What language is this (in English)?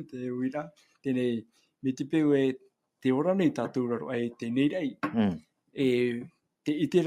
Tahitian